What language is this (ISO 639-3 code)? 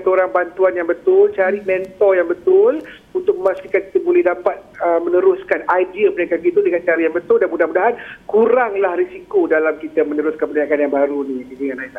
msa